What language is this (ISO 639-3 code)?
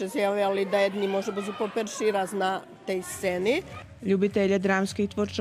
rue